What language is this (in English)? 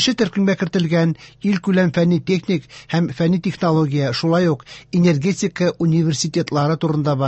Tatar